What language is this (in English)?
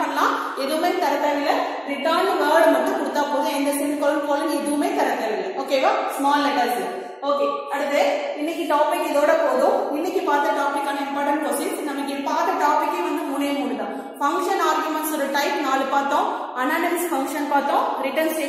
Tamil